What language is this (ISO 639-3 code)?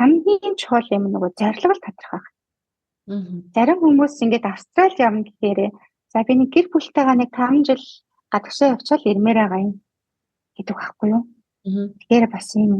mon